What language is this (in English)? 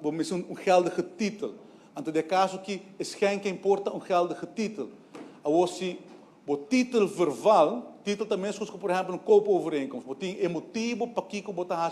Papiamento